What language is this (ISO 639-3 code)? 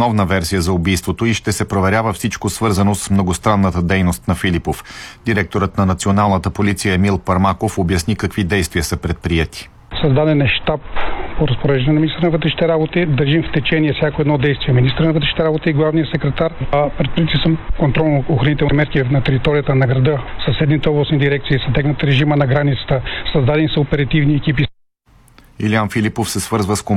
bul